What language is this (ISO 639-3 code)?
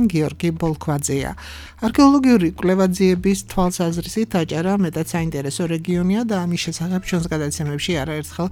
kat